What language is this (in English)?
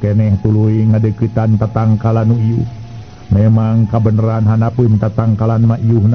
Sundanese